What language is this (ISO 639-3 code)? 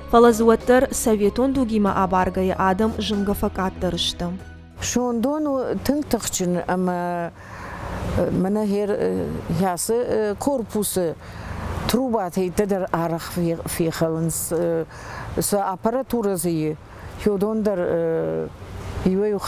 oss